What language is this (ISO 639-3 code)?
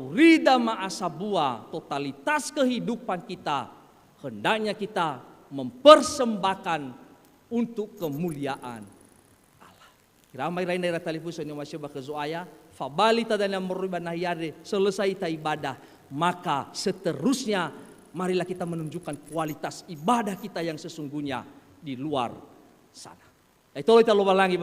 nia